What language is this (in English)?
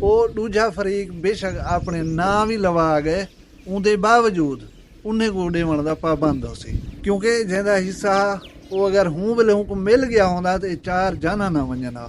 Saraiki